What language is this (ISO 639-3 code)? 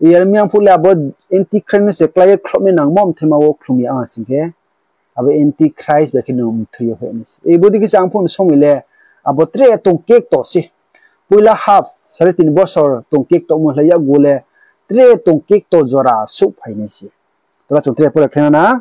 ria